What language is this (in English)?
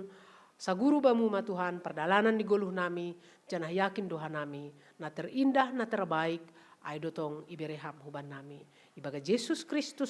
Batak Simalungun